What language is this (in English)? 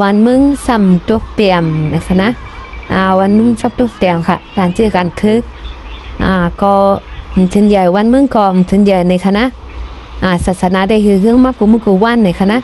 Shan